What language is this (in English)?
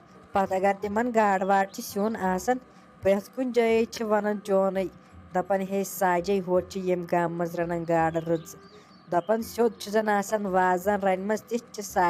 Kashmiri